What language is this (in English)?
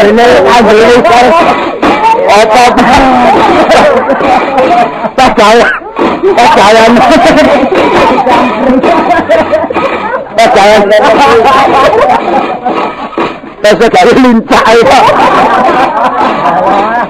Javanese